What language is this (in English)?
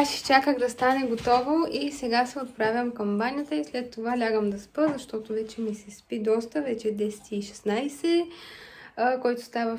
Bulgarian